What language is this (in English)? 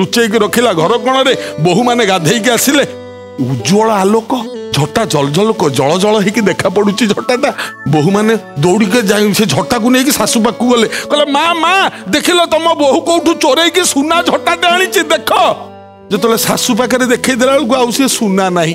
Odia